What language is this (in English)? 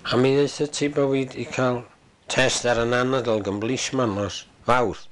Welsh